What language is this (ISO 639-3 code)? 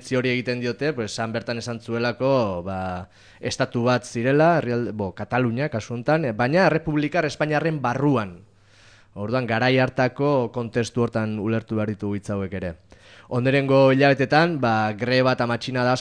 eus